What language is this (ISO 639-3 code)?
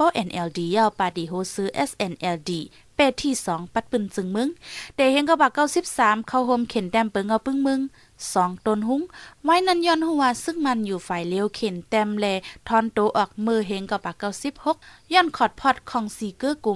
shn